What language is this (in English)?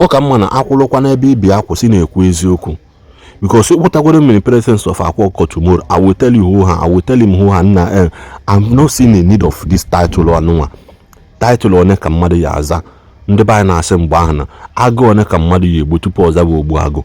Igbo